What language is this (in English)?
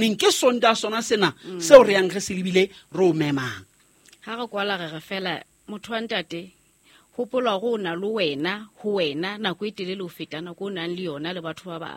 Southern Sotho